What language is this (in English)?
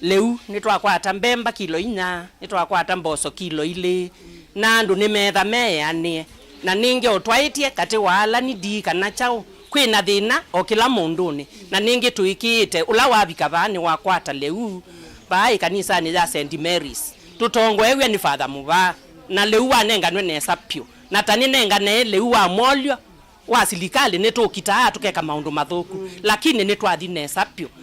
Kamba